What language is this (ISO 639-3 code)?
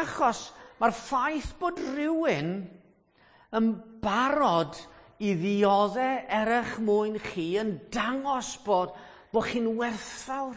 cym